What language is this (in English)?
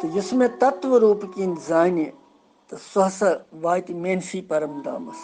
Kashmiri